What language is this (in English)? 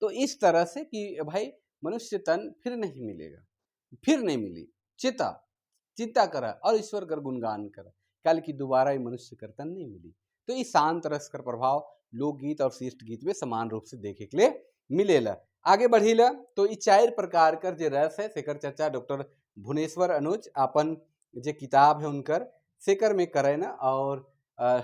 Sadri